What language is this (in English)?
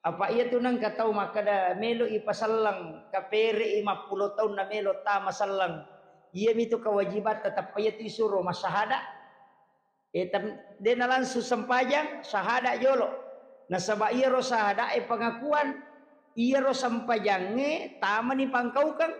Buginese